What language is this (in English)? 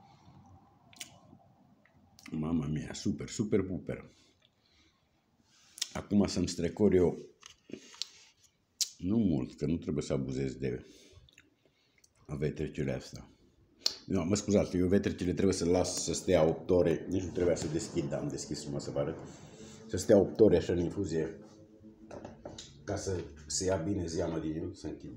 Romanian